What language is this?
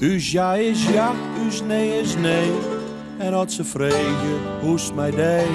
Western Frisian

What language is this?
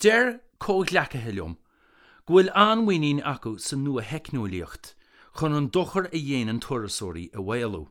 Irish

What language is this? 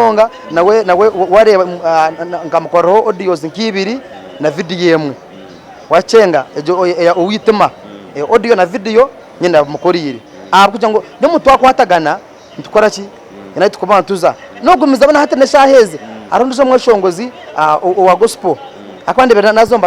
Nyankole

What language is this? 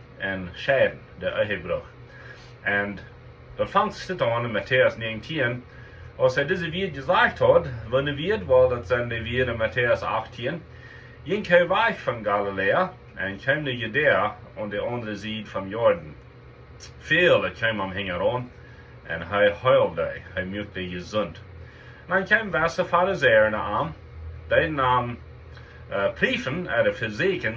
Plautdietsch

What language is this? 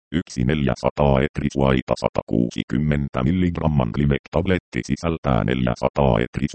Finnish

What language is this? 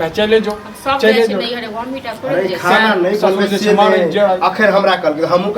Maithili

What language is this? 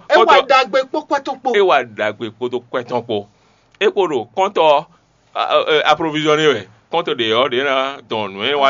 Fon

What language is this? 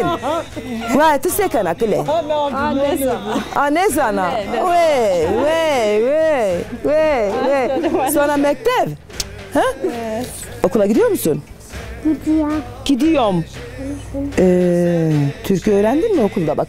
Zaza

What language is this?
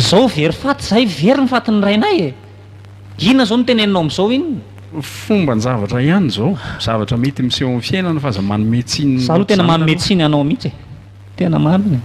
Malagasy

